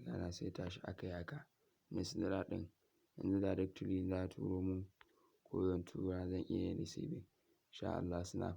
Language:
Hausa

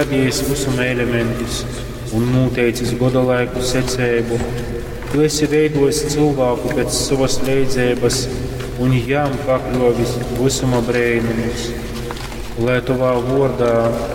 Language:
Latgalian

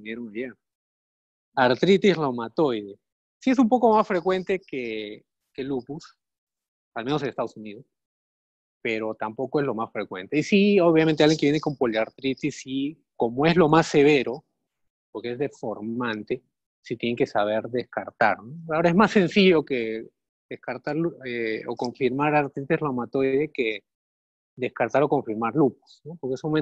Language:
Spanish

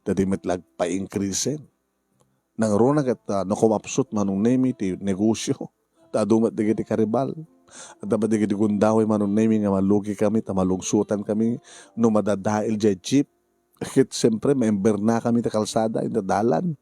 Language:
Iloko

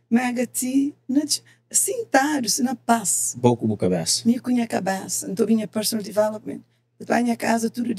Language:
Kabuverdianu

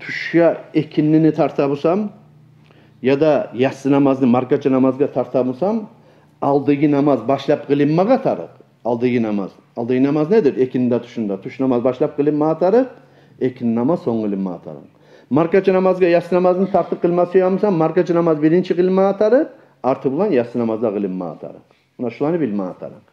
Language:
Kumyk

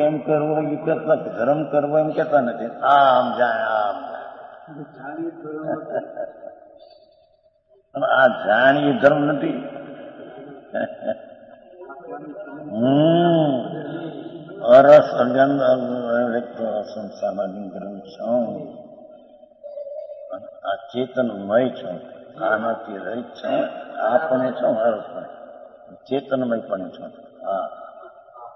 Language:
Gujarati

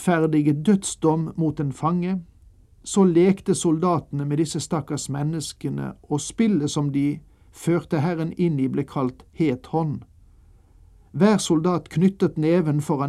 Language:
Norwegian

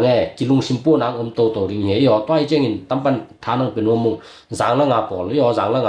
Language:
Tedim Chin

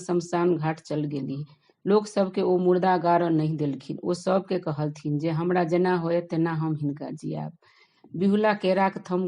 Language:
Maithili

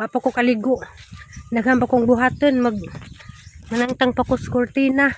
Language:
Cebuano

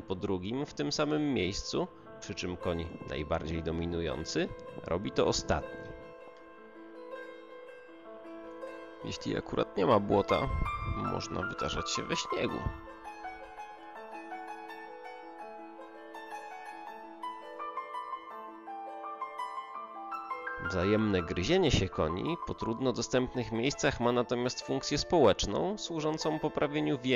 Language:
Polish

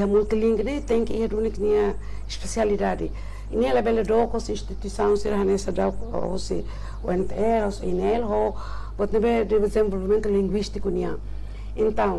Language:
Tetum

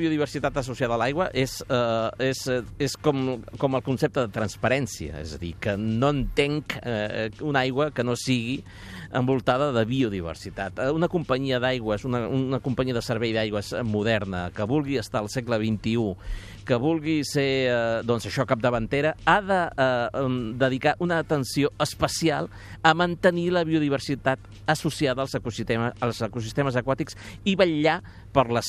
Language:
Catalan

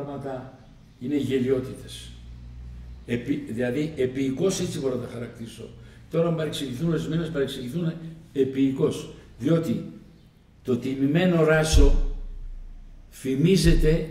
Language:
Greek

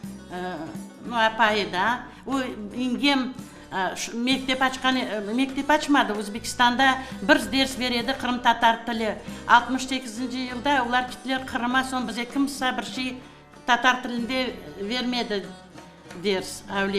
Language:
Crimean Tatar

